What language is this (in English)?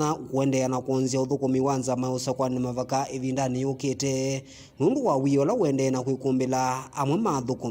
Kamba